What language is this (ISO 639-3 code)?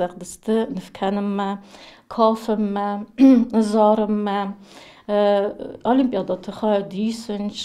oss